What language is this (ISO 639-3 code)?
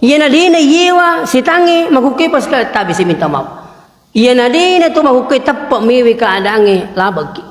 bug